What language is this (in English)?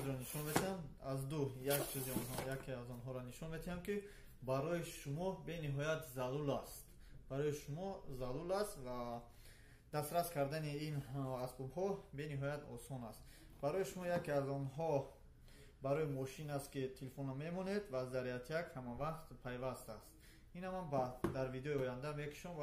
Tajik